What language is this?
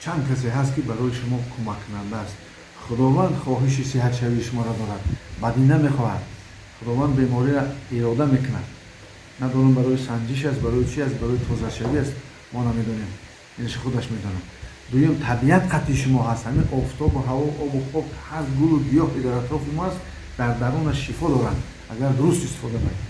Tajik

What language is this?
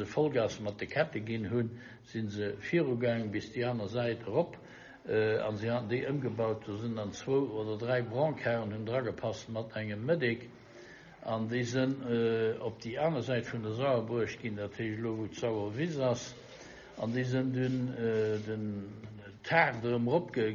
Luxembourgish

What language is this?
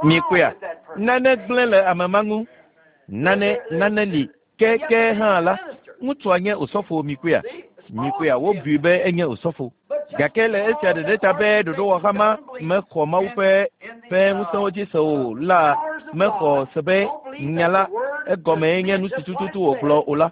Ewe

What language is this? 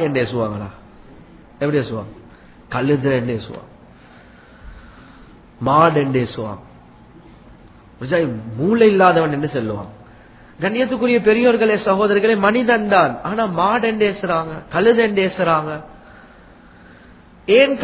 Tamil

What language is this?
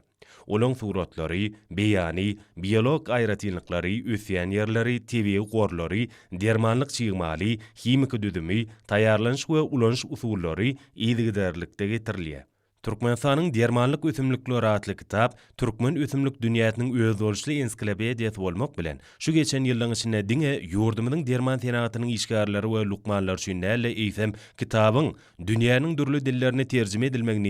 Turkmen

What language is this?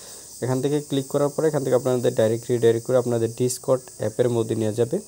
Bangla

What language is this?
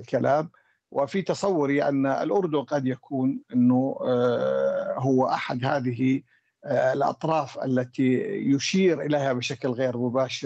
Arabic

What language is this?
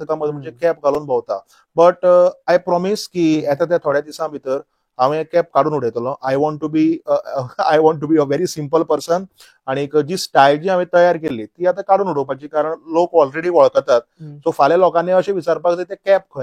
Konkani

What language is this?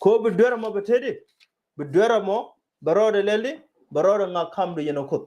Nuer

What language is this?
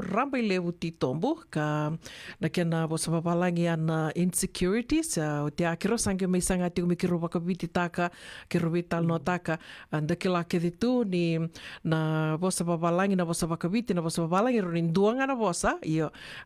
Fijian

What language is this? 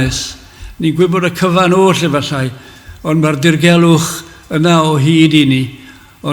Welsh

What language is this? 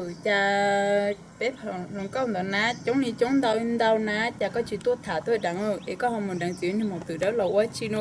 Hmong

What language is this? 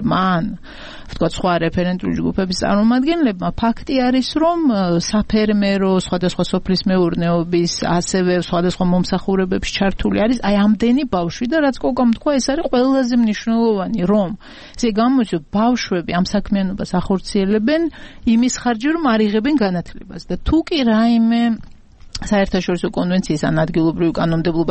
Georgian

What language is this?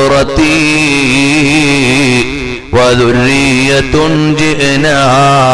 Malayalam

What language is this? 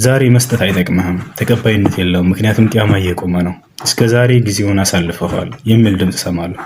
Amharic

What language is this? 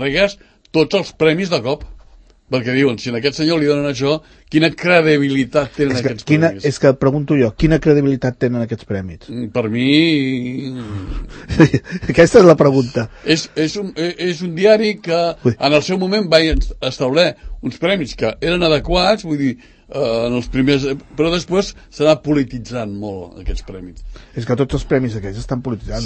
Catalan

